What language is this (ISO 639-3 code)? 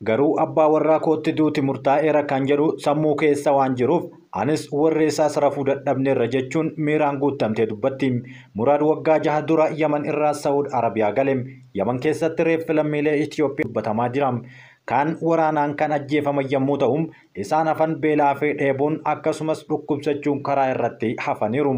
orm